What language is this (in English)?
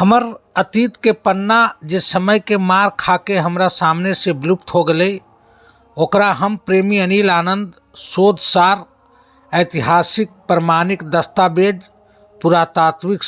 Magahi